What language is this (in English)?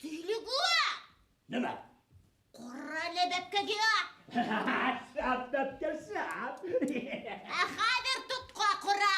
Bashkir